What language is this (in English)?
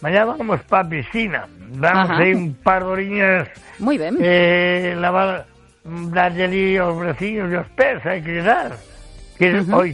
Galician